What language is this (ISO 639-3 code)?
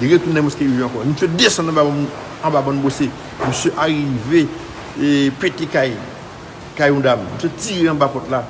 hat